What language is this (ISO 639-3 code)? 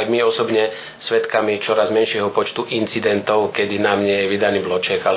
slk